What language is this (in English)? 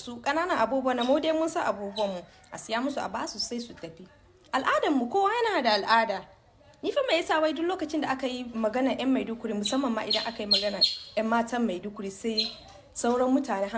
Hausa